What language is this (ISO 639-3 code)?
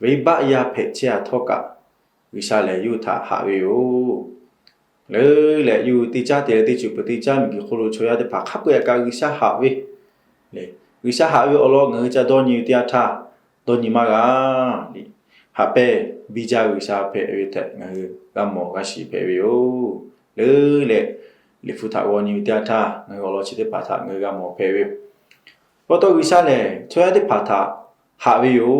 lhu